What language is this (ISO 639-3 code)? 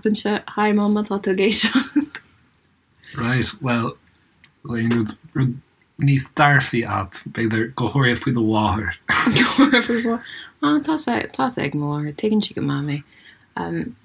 gle